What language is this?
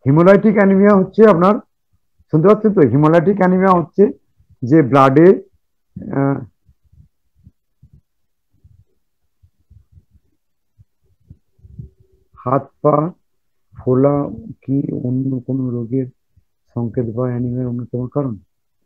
Bangla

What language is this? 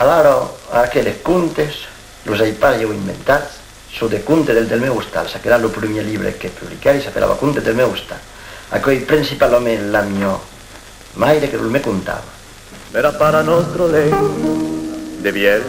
Occitan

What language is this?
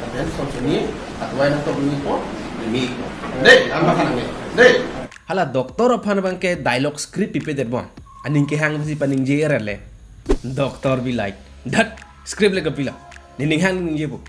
Karbi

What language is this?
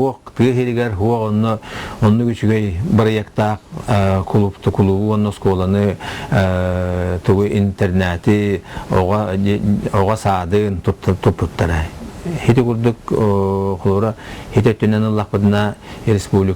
Yakut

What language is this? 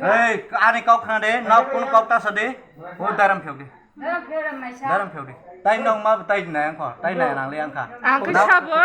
Kok Borok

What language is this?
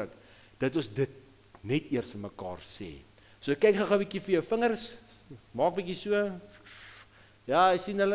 Afrikaans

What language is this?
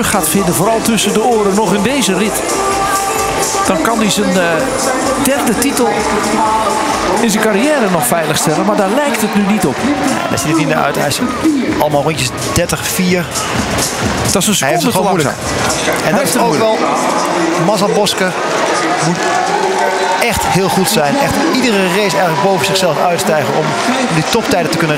Dutch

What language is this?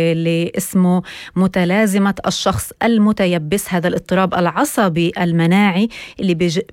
North Levantine Arabic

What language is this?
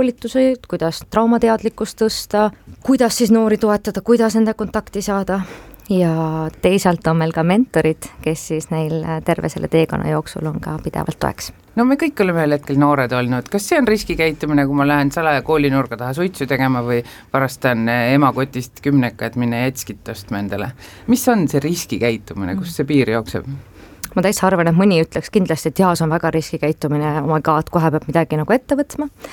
Estonian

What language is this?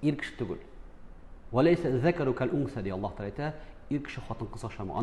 Tatar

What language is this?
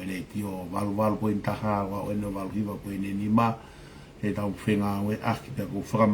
Tongan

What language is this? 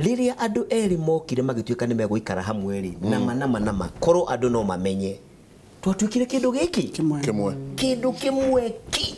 Kikuyu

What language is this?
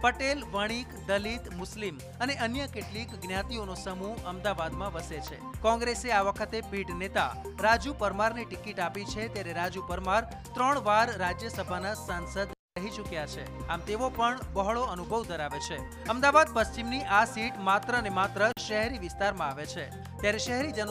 Gujarati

